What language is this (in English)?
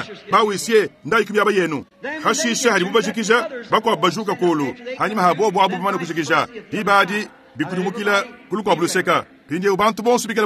Luba-Lulua